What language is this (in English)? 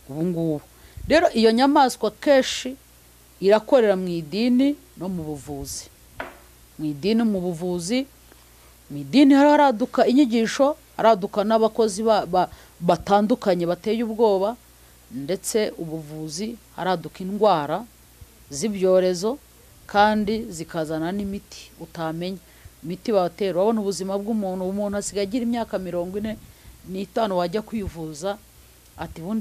Kinyarwanda